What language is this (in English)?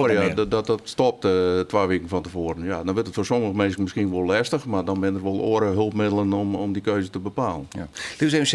Western Frisian